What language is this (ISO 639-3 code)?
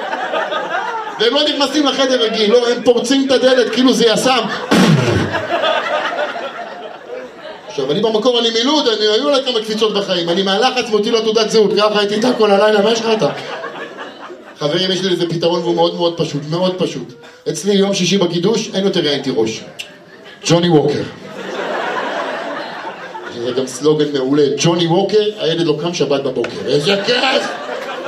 heb